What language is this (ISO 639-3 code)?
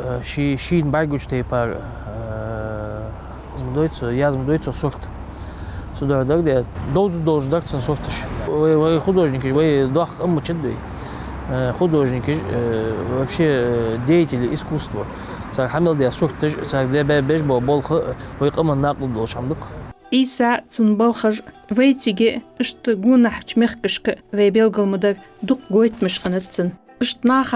inh